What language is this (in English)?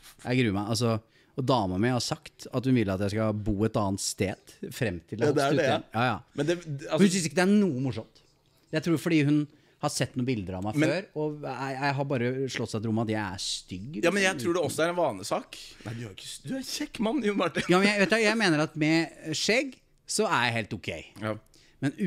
Norwegian